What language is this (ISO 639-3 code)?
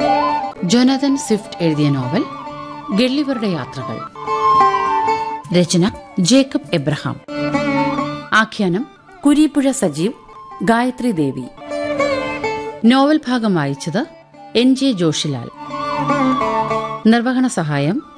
mal